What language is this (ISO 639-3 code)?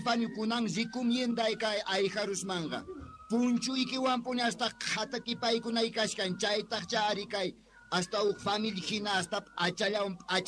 que